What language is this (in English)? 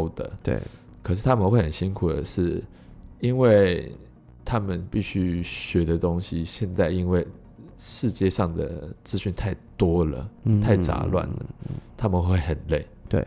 Chinese